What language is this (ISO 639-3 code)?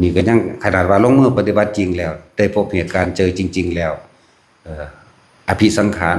lao